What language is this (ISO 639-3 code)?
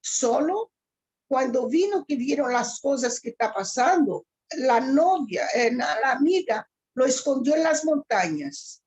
lad